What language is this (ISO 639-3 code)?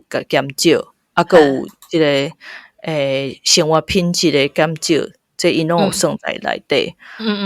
nan